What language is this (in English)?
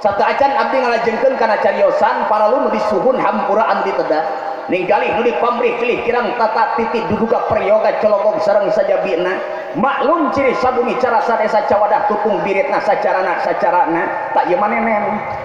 Sundanese